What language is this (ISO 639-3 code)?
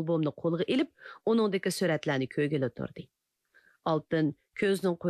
uig